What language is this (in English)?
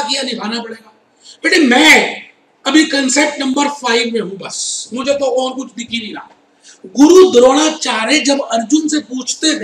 Hindi